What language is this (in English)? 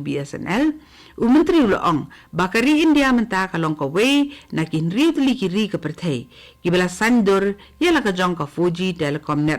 Khasi